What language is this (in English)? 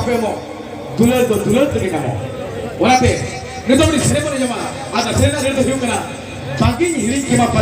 Santali